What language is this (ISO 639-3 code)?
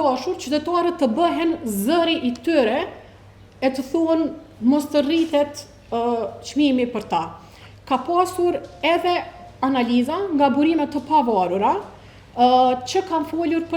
sqi